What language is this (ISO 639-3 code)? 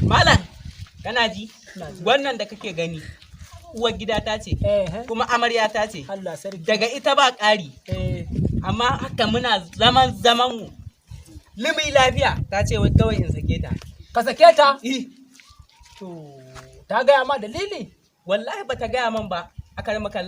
hau